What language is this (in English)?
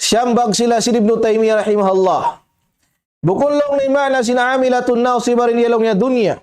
Tausug